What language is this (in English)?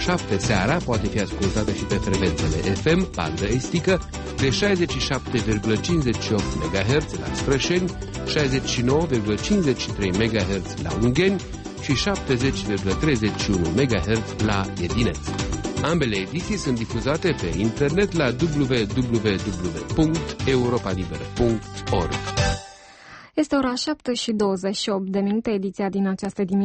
Romanian